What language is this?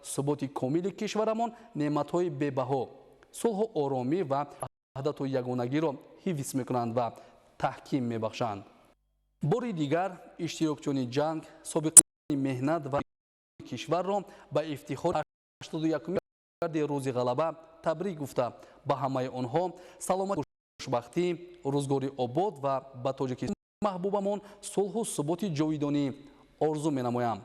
Tajik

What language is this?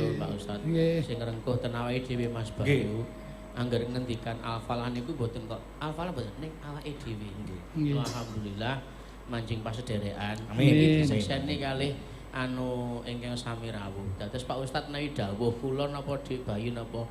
Javanese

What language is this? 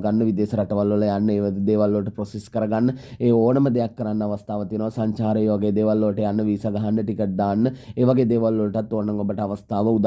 Sinhala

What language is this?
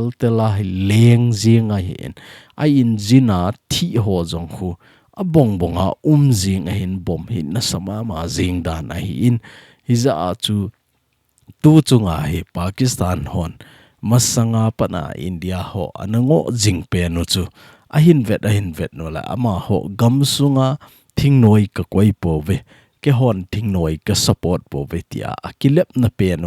Thado Chin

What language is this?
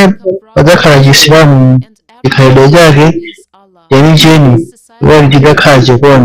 Nyanja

